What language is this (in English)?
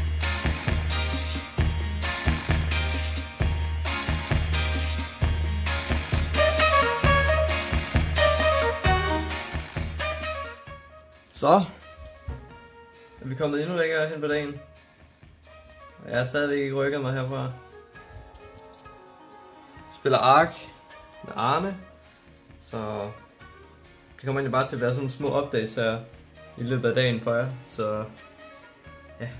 Danish